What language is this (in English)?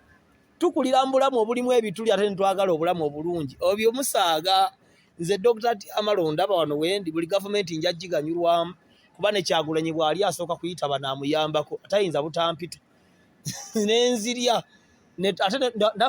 Ganda